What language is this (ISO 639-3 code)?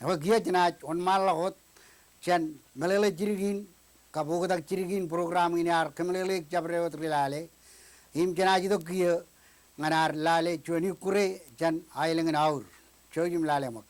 mah